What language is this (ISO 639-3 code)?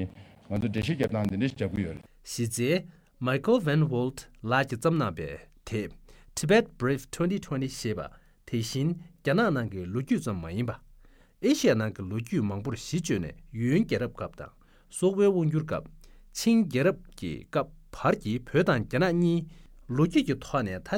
bod